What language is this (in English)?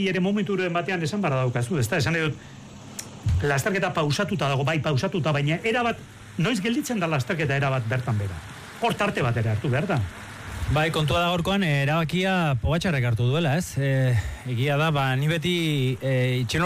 Basque